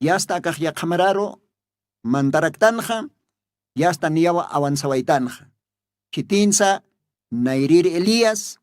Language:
Aymara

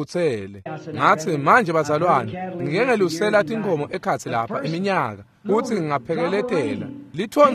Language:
Swati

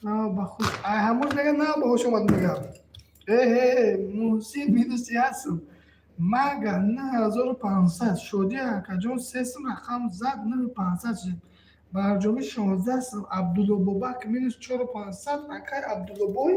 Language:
Tajik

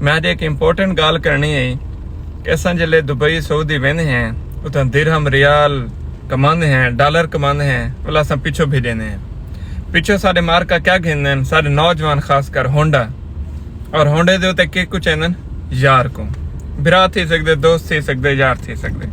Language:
Saraiki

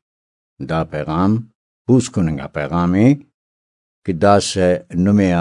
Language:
Brahui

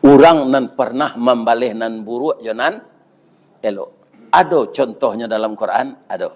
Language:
Minangkabau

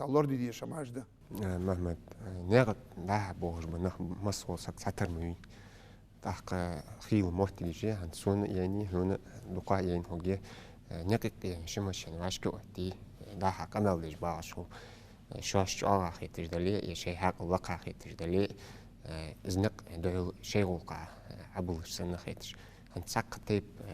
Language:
Ingush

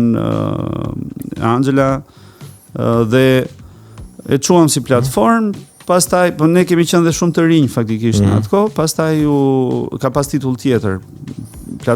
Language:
Albanian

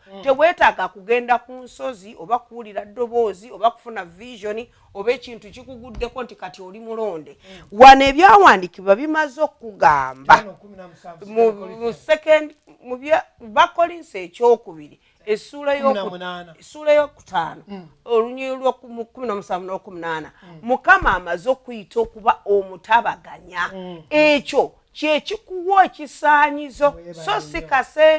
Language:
Ganda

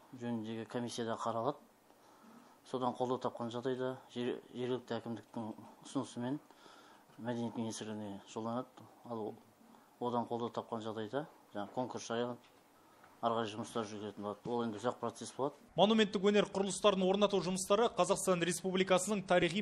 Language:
Kazakh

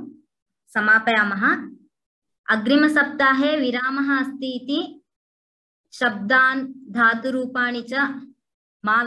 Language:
Sanskrit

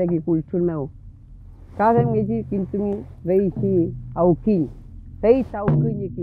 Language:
Mapuche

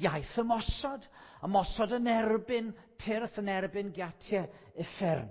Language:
Welsh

